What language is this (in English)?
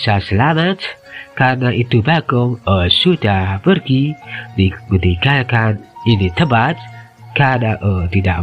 Sundanese